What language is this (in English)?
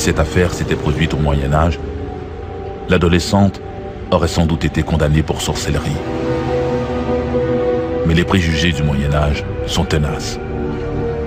French